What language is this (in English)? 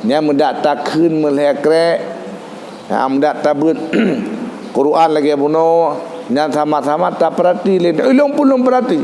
Achinese